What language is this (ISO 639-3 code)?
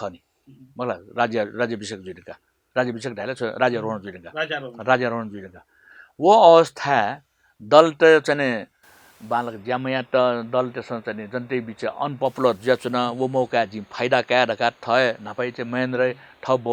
new